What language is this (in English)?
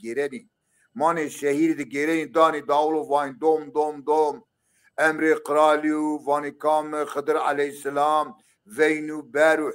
Zaza